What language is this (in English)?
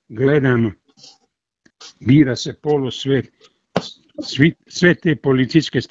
Serbian